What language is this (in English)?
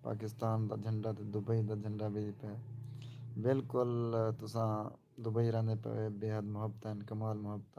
Saraiki